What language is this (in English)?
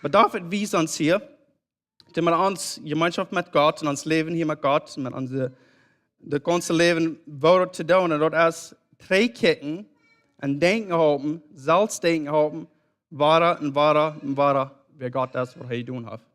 Plautdietsch